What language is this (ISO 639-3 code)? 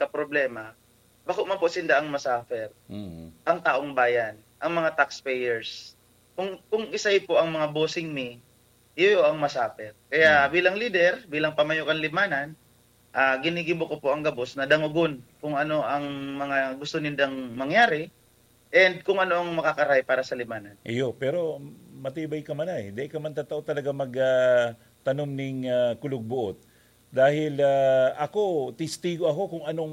bik